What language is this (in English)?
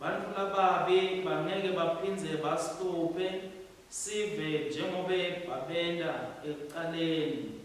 Swati